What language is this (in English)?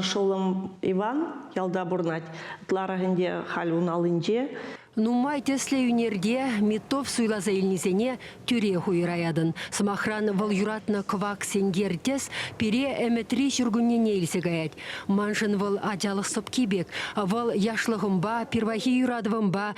Chuvash